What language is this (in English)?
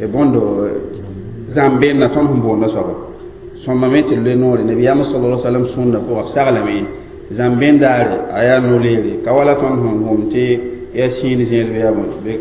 Mossi